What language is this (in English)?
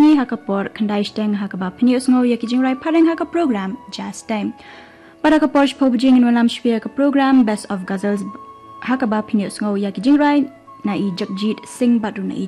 Khasi